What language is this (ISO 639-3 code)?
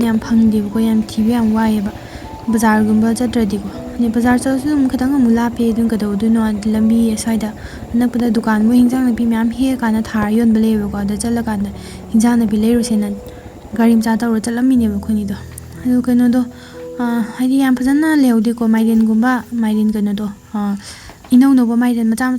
mni